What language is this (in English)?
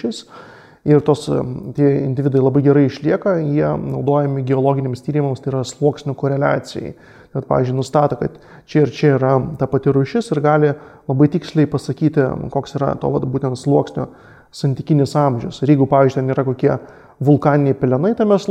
Lithuanian